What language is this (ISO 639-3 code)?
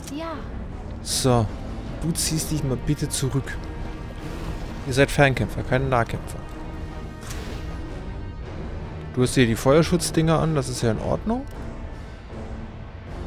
deu